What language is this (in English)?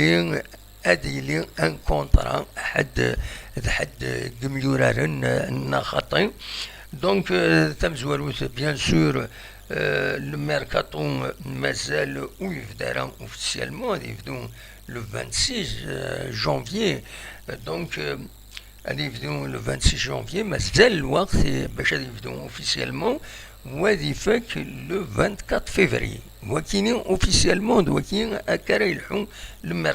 Kabyle